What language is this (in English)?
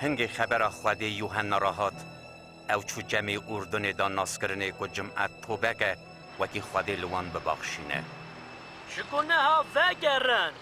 Kurdish